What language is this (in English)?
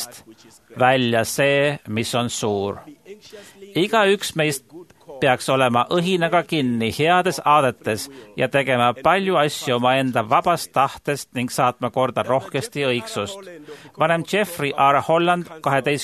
Estonian